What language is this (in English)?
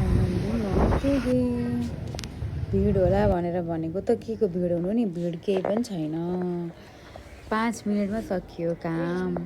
Nepali